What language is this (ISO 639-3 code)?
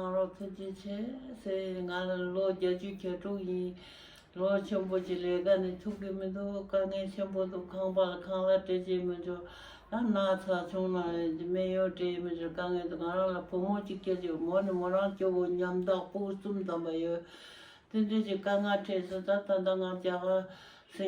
bod